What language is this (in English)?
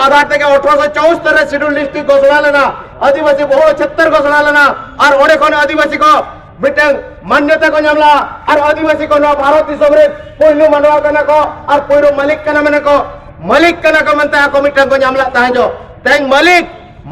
Santali